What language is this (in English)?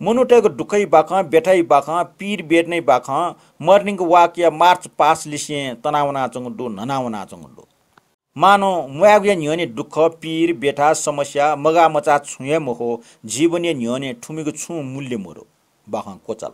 Newari